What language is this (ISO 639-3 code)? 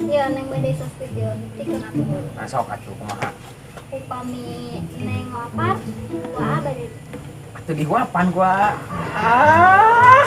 sun